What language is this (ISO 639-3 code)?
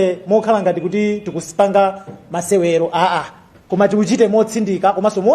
nya